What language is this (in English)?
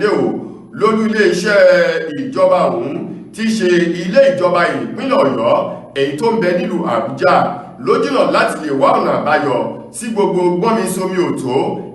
Yoruba